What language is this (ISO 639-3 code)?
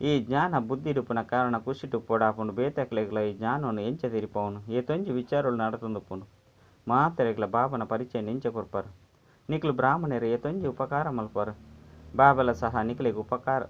tcy